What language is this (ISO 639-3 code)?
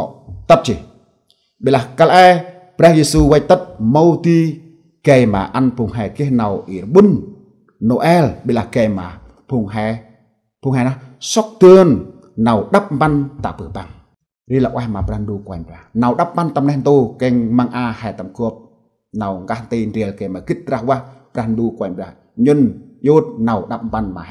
cmo